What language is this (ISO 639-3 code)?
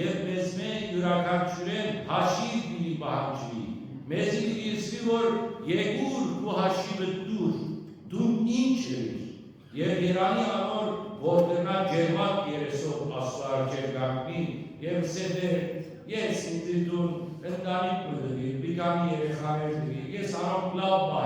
hyw